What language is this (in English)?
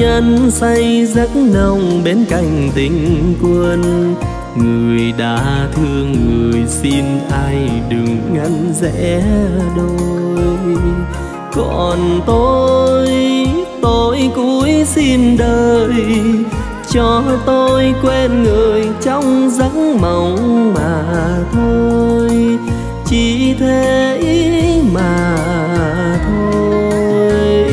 Vietnamese